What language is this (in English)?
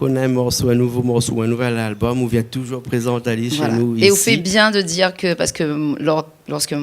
Réunion Creole French